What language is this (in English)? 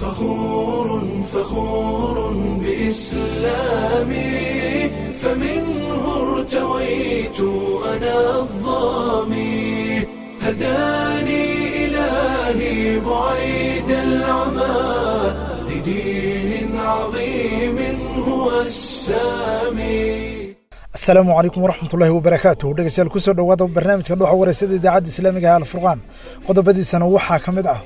Somali